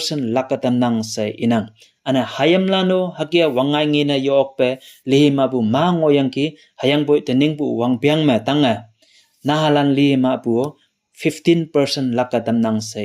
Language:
Konyak Naga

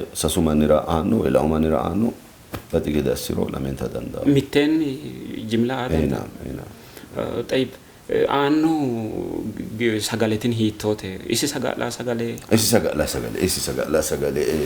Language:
Sidamo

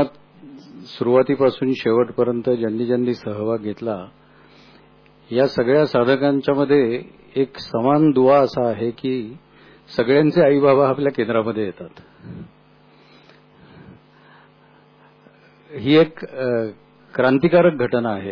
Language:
Marathi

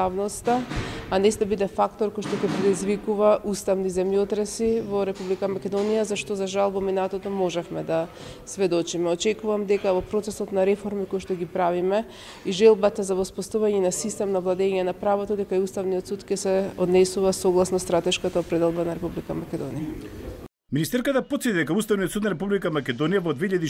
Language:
Macedonian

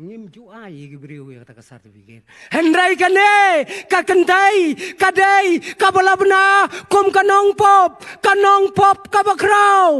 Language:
Khasi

